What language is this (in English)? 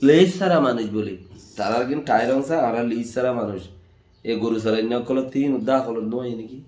Rohingya